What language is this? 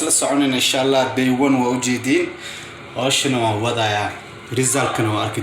Somali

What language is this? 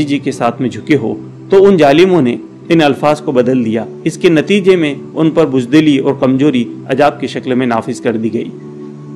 Urdu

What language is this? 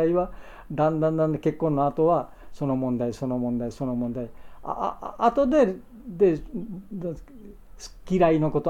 Japanese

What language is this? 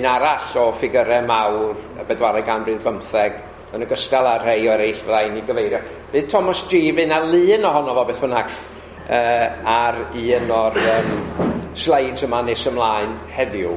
Welsh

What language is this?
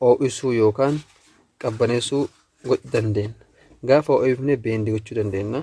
Oromo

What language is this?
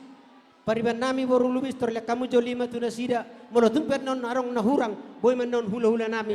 Batak Toba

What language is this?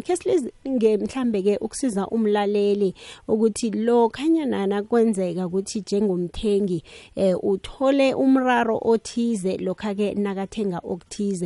South Ndebele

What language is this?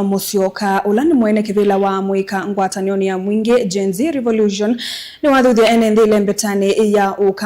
Kamba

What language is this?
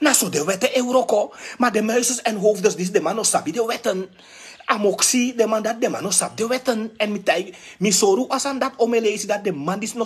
Sranan Tongo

